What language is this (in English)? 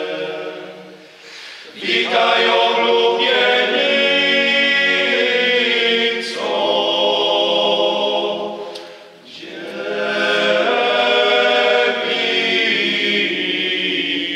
Polish